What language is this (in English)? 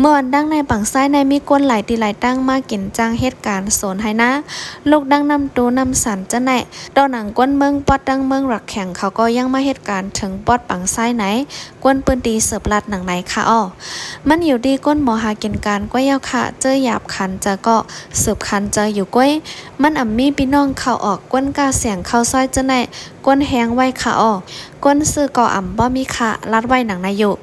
Shan